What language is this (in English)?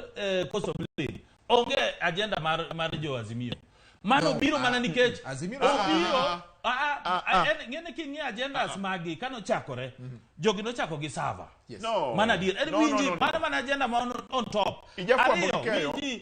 Luo (Kenya and Tanzania)